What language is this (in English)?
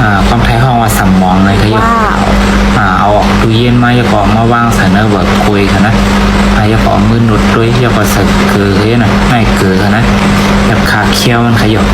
Shan